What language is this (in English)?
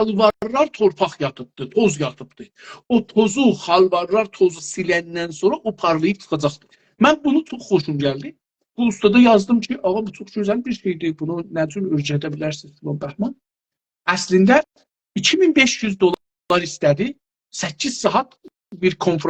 South Azerbaijani